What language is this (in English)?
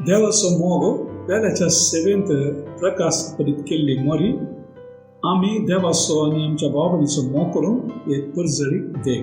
Konkani